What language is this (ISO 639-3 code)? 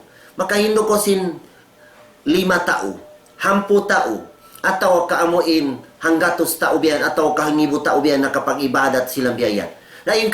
tsg